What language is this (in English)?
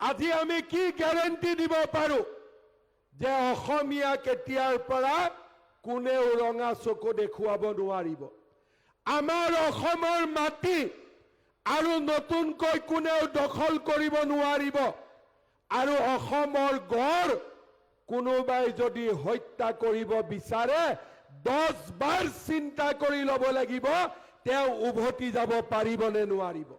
Assamese